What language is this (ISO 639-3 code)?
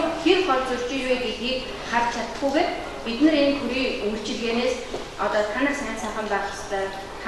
mon